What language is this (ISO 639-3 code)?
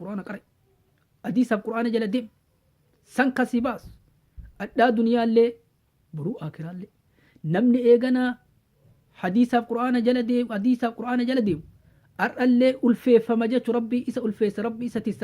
orm